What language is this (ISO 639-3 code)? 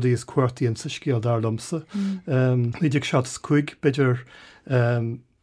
gle